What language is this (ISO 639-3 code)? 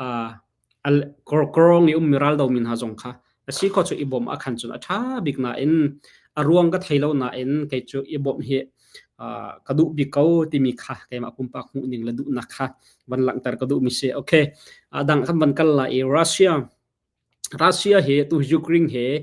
cnh